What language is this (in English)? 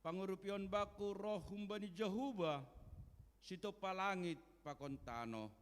Batak Simalungun